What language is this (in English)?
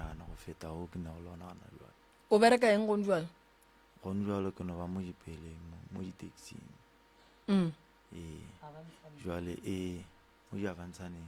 Northern Sotho